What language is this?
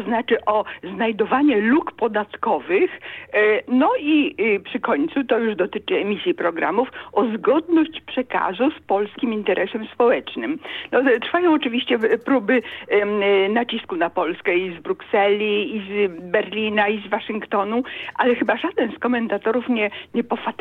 Polish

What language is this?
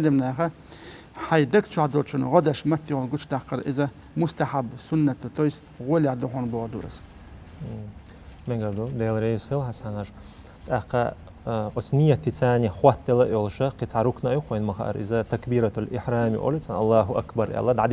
Chechen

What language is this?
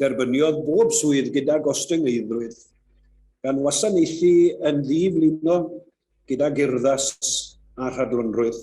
Welsh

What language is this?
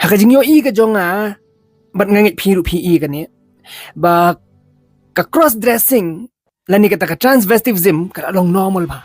Khasi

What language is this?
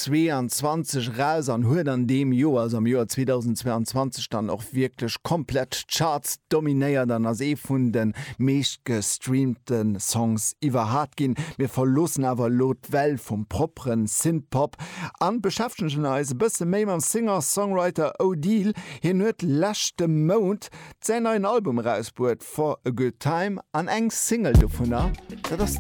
Luxembourgish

